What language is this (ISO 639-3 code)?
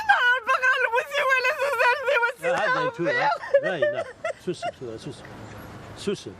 kab